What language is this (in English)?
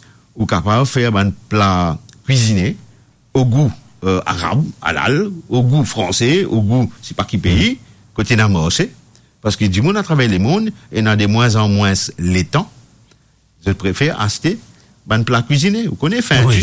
Morisyen